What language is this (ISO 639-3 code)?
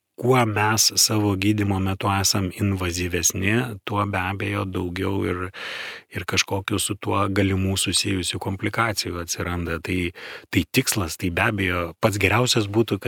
lit